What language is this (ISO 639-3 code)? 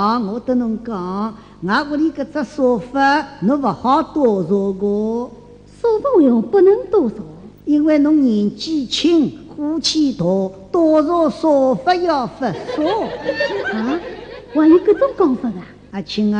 wuu